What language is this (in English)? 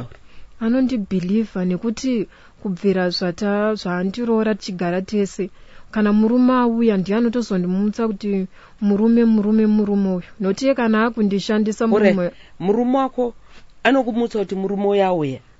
Shona